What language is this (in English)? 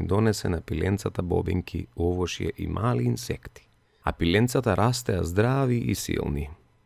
Macedonian